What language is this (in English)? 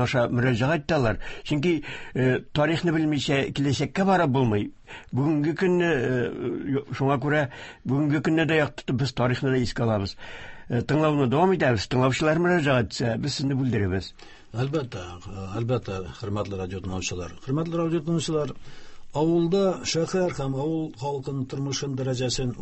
Tatar